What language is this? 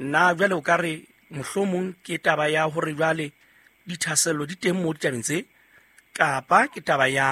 Southern Sotho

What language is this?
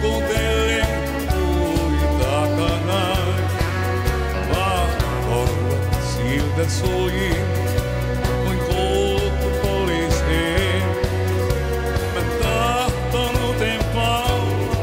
Finnish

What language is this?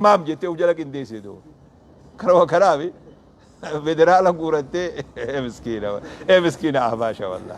Oromo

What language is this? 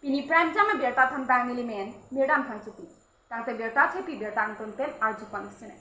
Karbi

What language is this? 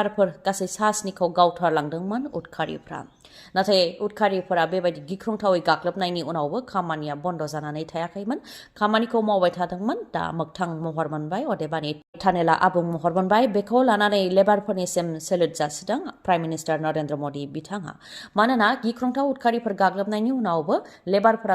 Bodo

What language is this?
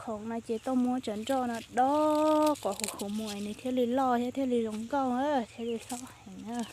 Hmong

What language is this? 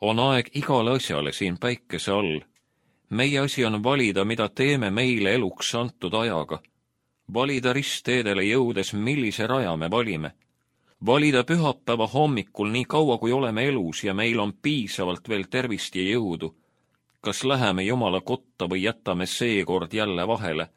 Estonian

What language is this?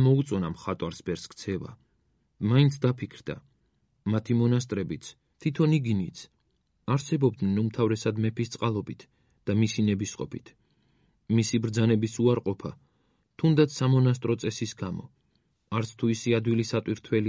Georgian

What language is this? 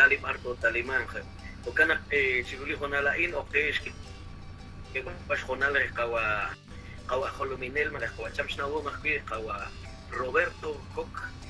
Kekchí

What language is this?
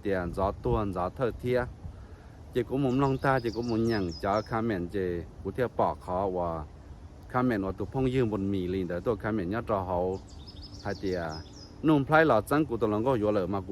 Hmong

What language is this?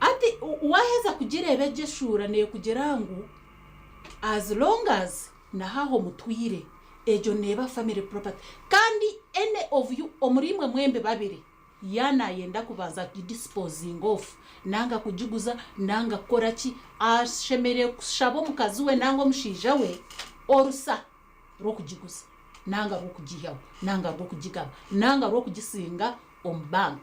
Nyankole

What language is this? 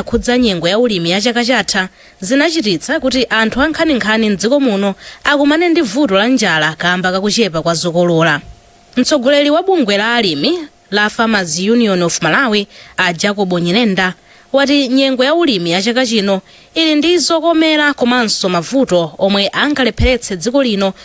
Nyanja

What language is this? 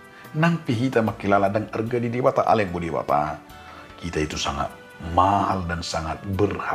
Batak Toba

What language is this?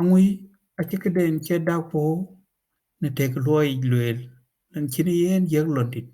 Dinka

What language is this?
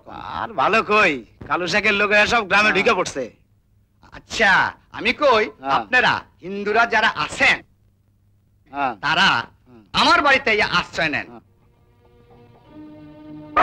Bangla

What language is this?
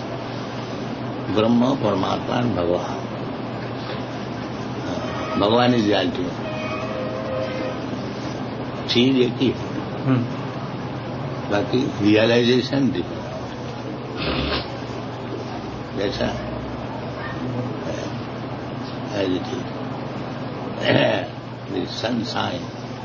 Hindi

